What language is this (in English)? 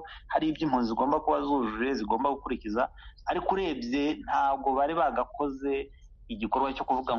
Kinyarwanda